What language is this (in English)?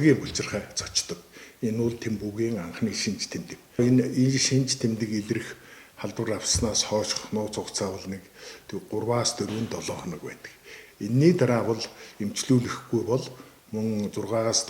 Mongolian